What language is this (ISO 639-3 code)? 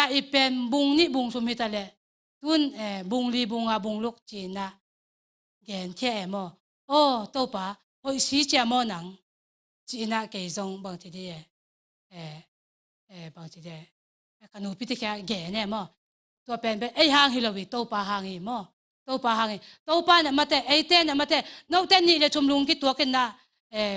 ctd